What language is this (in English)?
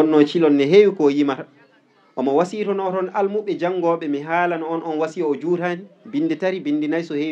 Fula